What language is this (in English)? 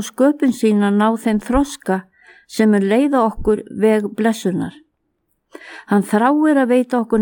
Icelandic